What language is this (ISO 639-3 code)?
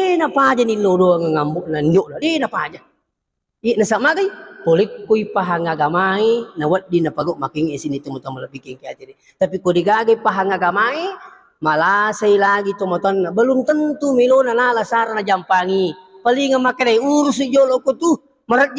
bug